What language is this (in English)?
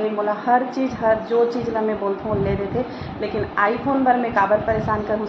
Chhattisgarhi